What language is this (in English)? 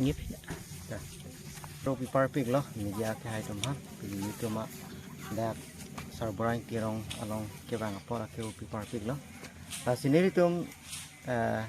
Karbi